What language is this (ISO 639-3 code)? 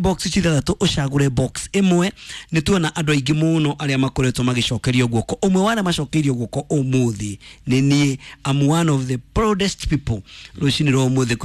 kik